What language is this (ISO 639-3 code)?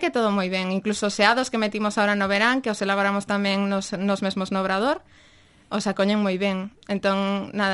glg